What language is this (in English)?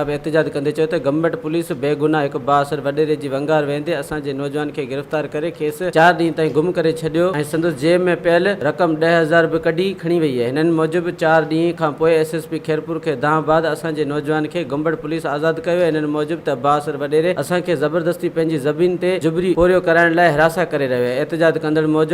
Sindhi